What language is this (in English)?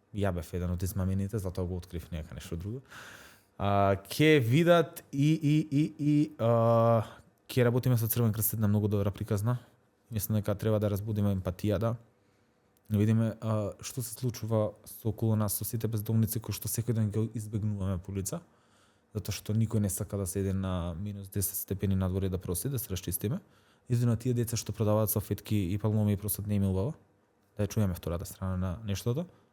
Macedonian